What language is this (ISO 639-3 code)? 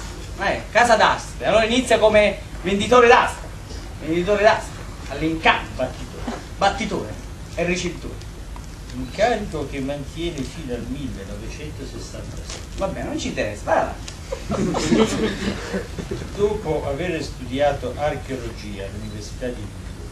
ita